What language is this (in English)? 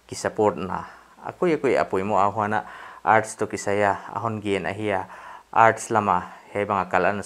Paite Chin